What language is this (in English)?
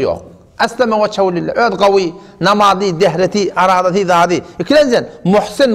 Turkmen